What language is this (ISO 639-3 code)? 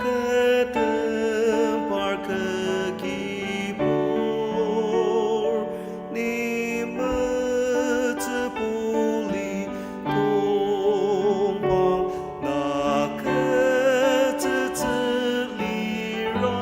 njo